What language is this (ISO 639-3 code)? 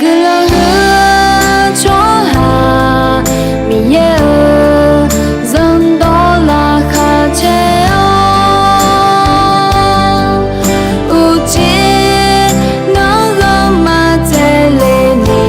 ahk